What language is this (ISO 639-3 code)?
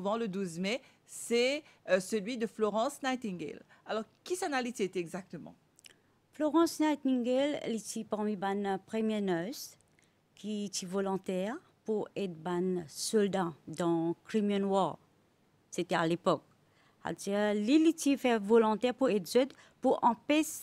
mfe